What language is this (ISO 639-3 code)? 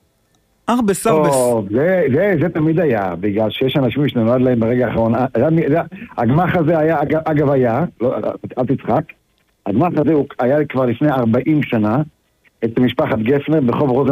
heb